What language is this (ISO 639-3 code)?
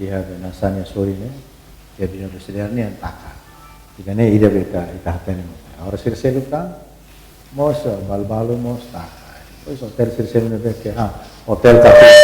tet